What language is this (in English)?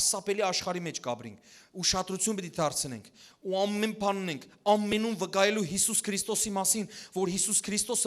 Western Armenian